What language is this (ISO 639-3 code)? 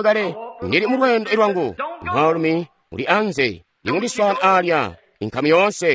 toi